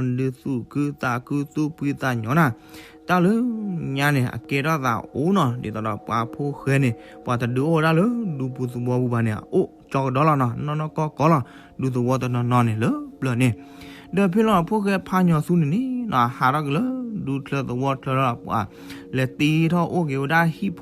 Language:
S'gaw Karen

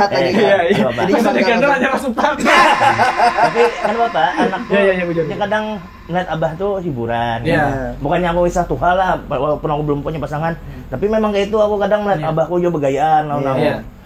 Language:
Banjar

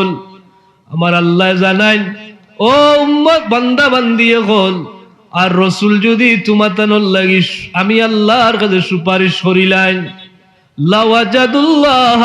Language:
Sylheti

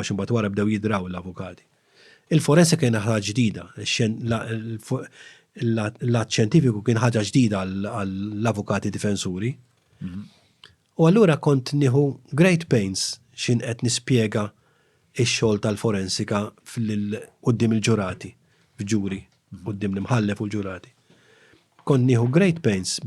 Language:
Maltese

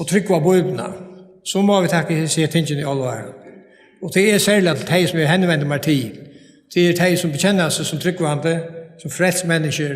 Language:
Faroese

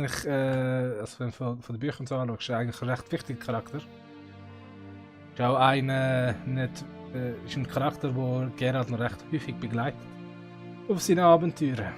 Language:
Swiss German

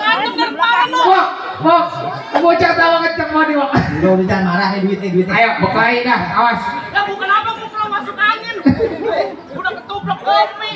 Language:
Betawi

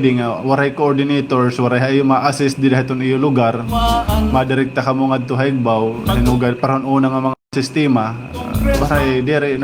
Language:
Waray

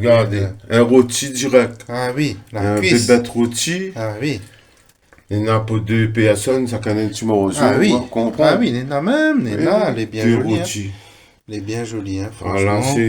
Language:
Réunion Creole French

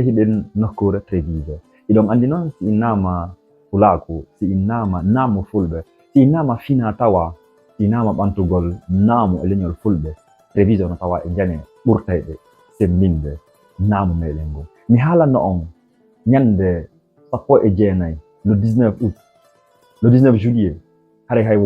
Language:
Fula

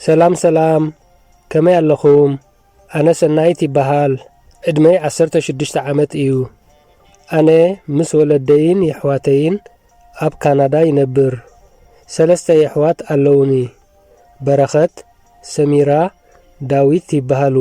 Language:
Tigrinya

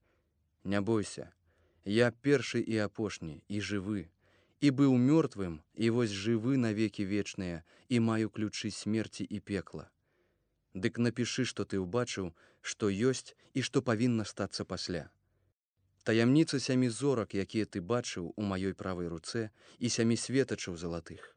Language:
Belarusian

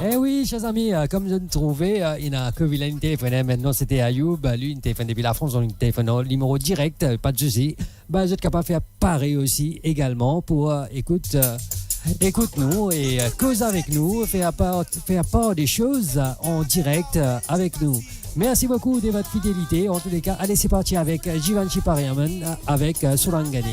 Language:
Morisyen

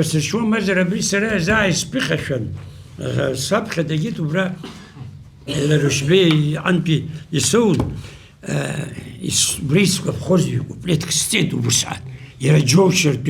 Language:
Abkhazian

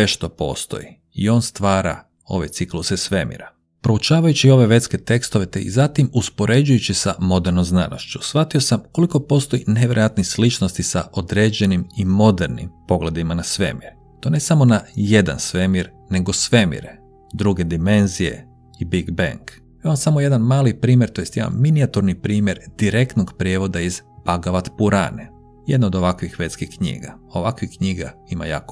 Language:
Croatian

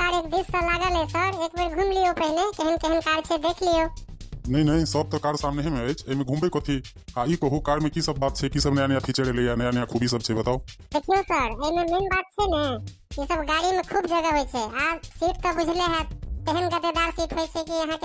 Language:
Maithili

